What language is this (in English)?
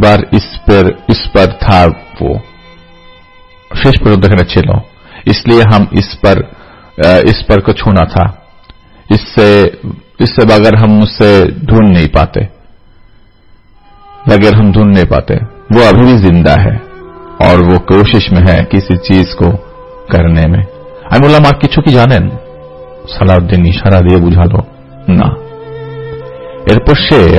Bangla